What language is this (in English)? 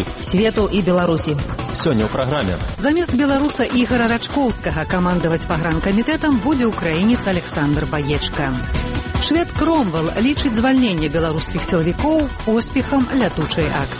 Belarusian